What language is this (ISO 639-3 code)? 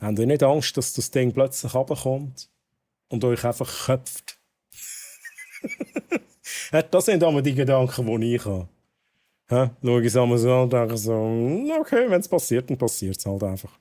gsw